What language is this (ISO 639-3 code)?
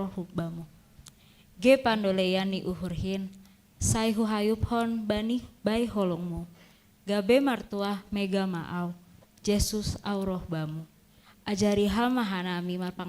bts